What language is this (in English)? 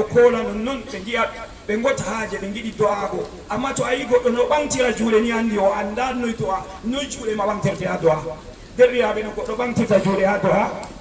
Fula